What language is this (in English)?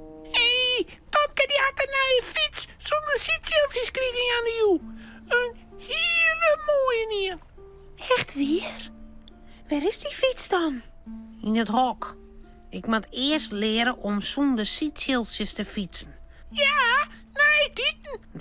Western Frisian